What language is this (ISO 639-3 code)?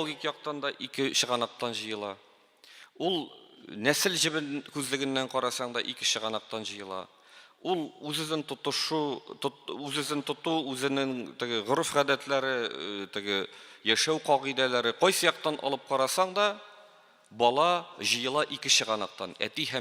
tat